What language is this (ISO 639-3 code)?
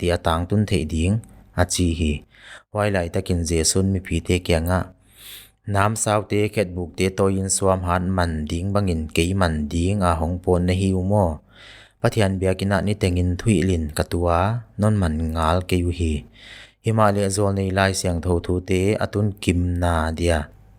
pck